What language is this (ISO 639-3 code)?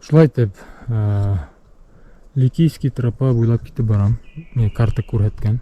bak